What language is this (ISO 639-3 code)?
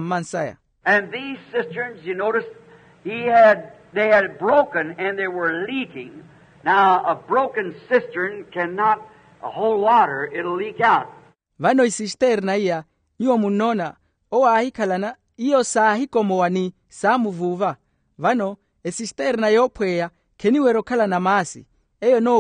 vmw